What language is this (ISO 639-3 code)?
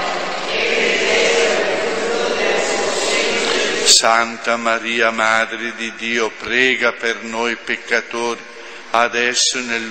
ita